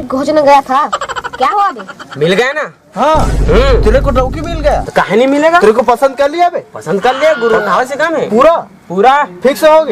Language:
Chhattisgarhi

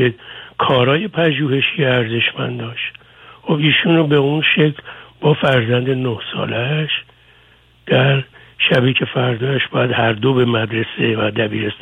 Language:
Persian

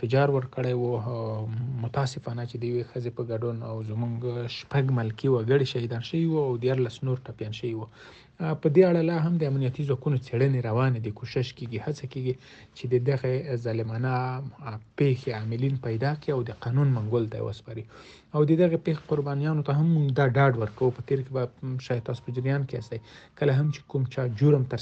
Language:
Pashto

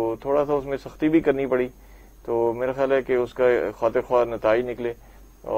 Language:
Urdu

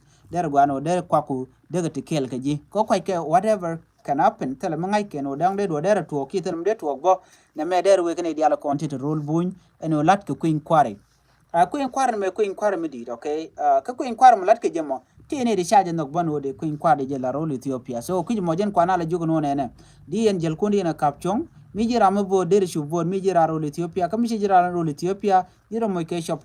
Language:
Nuer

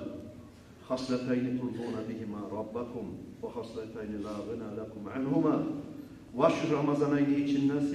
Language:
Kumyk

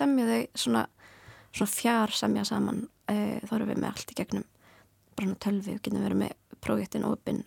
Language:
Icelandic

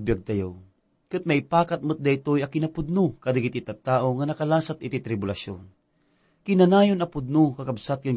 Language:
Iloko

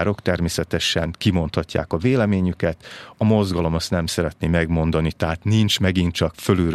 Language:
Hungarian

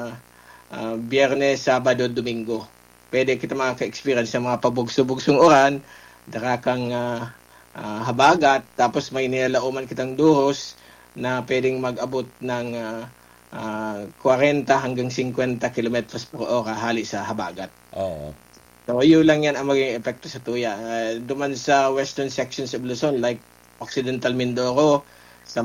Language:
Bikol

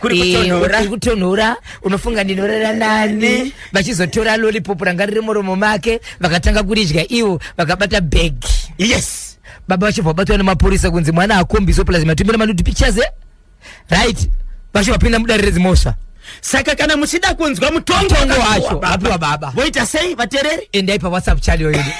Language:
Shona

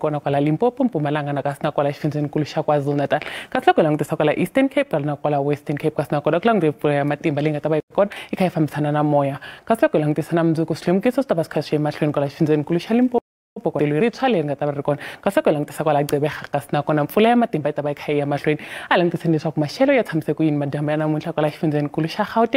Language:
Tsonga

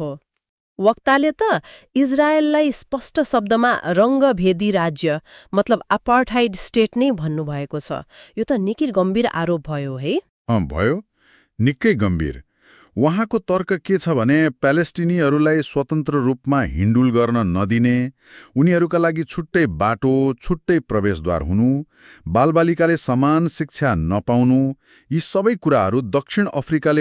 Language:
Nepali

